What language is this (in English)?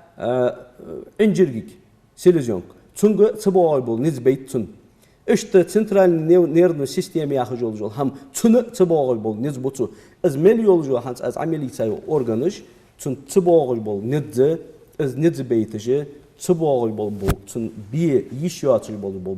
Ingush